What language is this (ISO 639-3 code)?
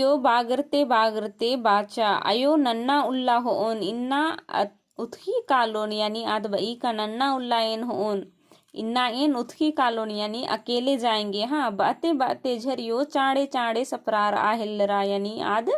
kru